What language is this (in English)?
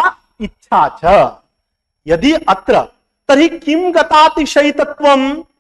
Sanskrit